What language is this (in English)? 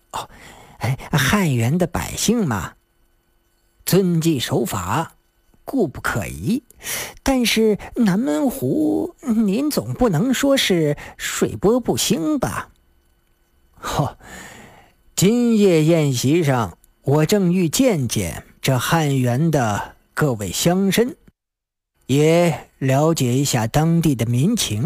Chinese